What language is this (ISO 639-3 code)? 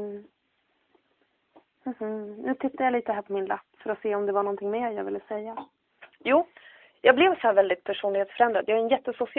swe